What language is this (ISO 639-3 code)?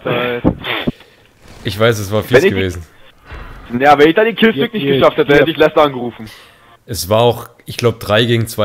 deu